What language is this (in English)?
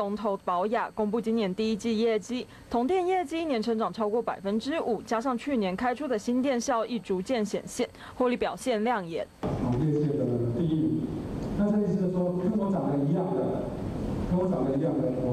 Chinese